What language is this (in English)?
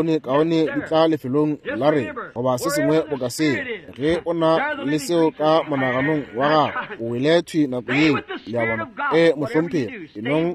Northern Sotho